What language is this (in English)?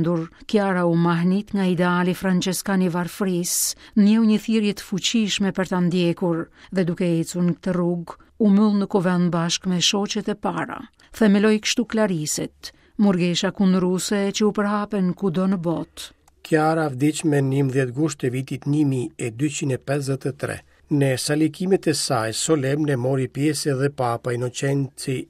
Albanian